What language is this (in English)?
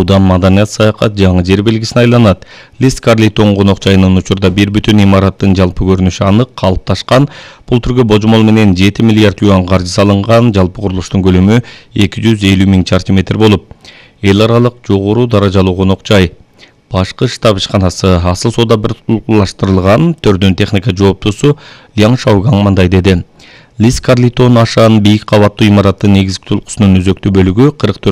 Kyrgyz